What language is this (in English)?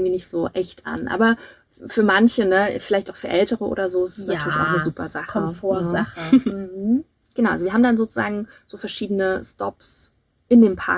German